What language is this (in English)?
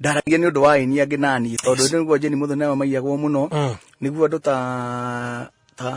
Kikuyu